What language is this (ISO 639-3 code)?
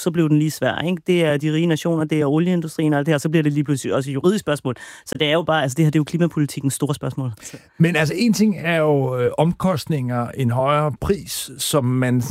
dan